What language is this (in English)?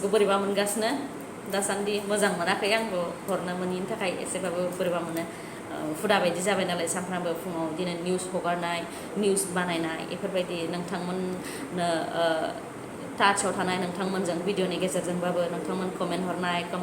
Bodo